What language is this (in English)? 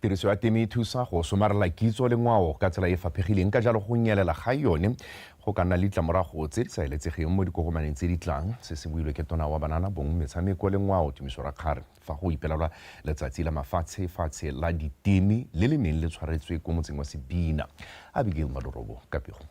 Tswana